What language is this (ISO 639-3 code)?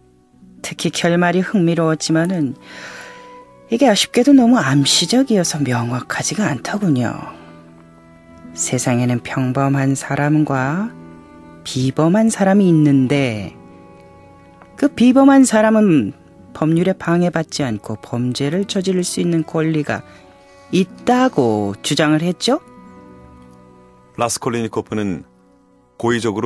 kor